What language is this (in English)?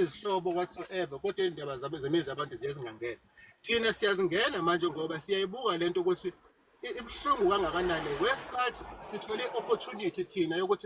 Zulu